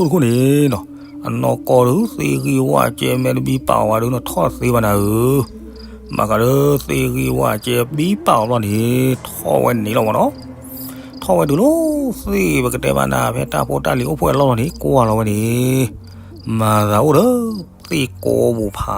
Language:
S'gaw Karen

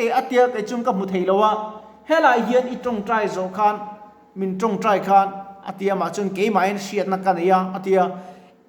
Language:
Mizo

